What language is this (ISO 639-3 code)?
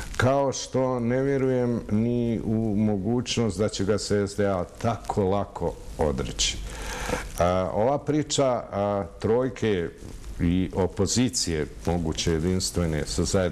bos